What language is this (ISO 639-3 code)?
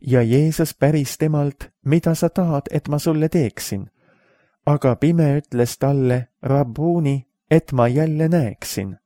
est